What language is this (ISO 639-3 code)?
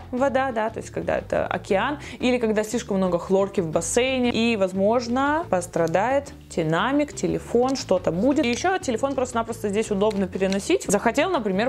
rus